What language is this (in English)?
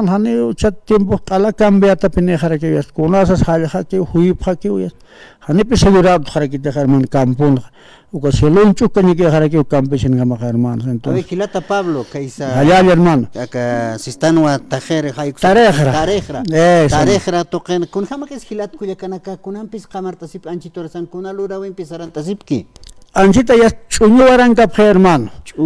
Aymara